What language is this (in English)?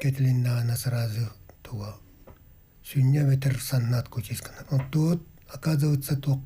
Yakut